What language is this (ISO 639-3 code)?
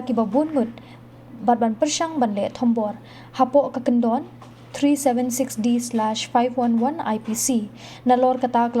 kha